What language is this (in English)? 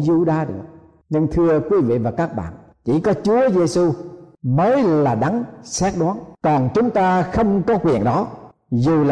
Vietnamese